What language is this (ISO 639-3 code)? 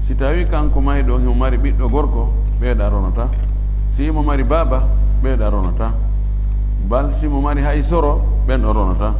ful